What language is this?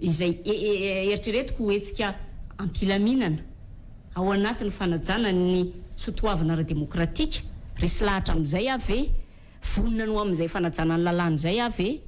Malagasy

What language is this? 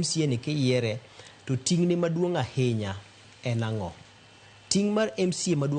Luo (Kenya and Tanzania)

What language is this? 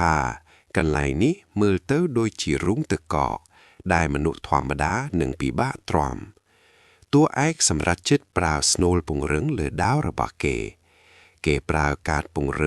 Khmer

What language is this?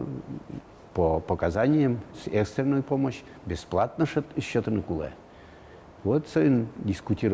Udmurt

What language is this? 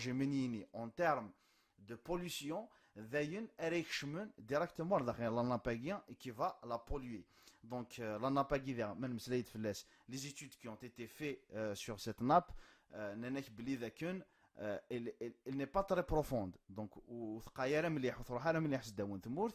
Kabyle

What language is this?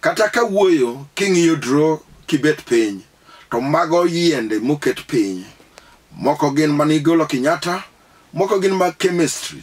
Luo (Kenya and Tanzania)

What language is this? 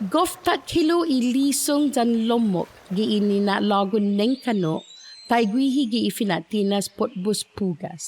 Chamorro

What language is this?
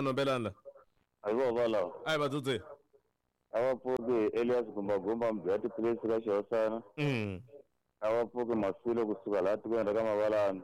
Tsonga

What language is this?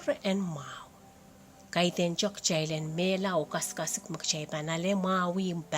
Pohnpeian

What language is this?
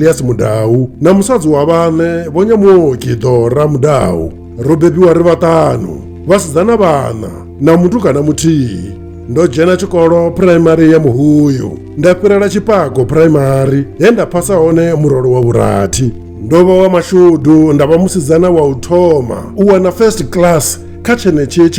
Venda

